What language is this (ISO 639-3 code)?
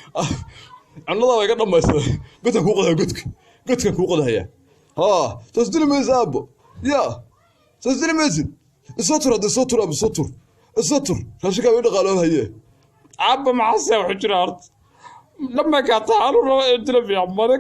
som